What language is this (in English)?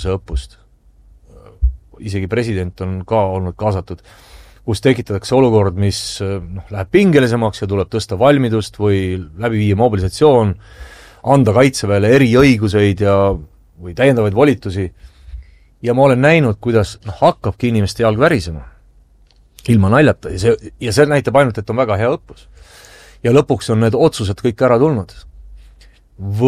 Estonian